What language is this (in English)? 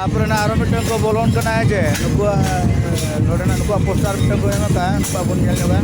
Santali